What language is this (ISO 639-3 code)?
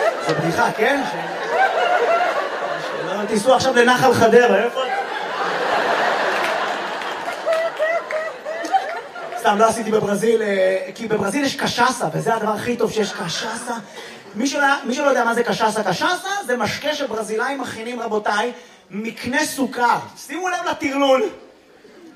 heb